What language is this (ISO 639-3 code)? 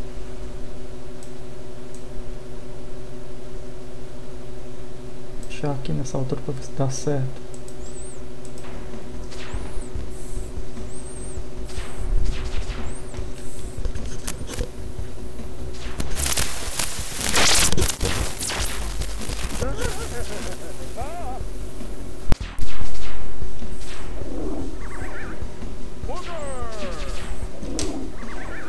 por